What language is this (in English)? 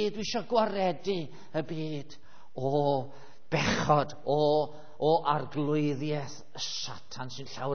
Welsh